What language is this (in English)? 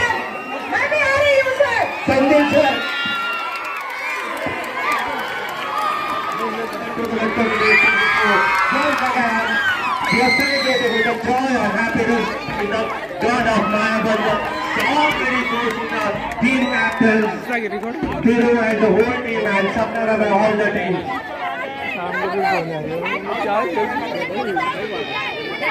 Hindi